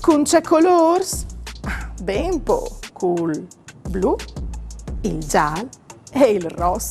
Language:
Friulian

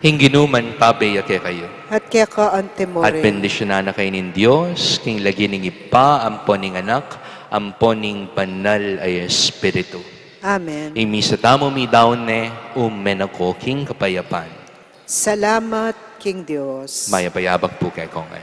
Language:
Pampanga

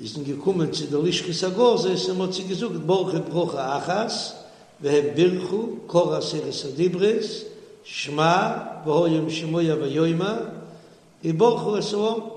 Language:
Yiddish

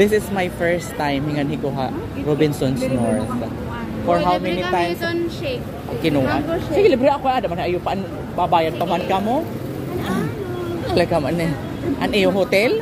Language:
Waray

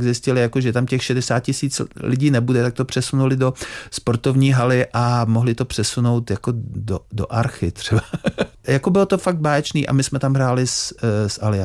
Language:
Czech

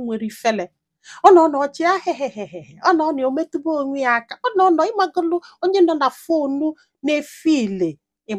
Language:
Igbo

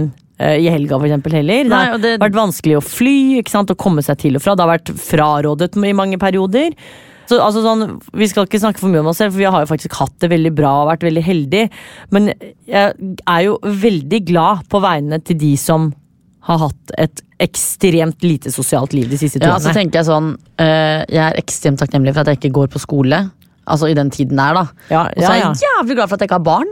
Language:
Norwegian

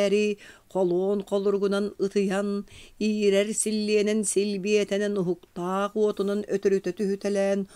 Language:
Yakut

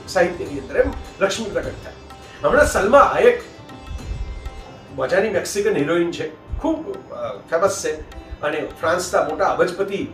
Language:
Gujarati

